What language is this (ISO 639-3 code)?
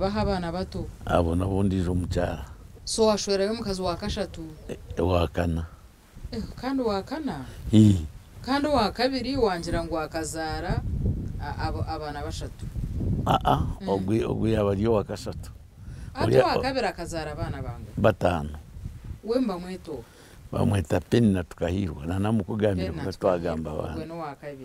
nyn